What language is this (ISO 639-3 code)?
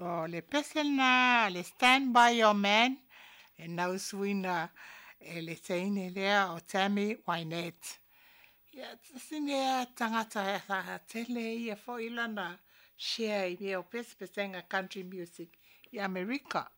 smo